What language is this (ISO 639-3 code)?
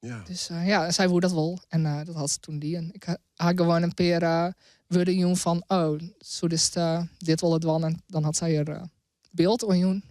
fry